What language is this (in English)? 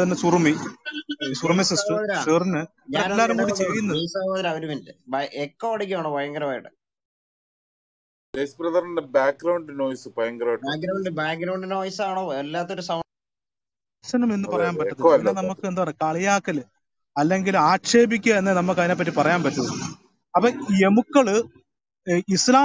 Malayalam